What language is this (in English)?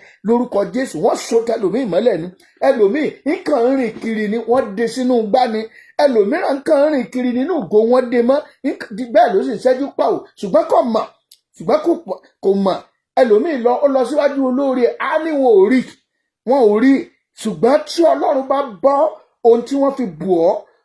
Yoruba